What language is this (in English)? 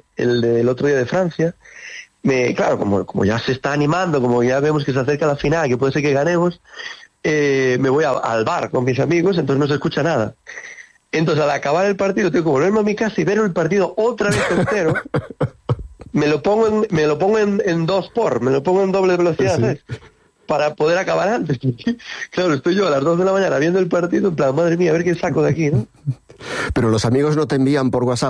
Spanish